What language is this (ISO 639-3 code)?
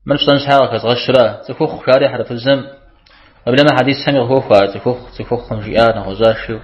kbd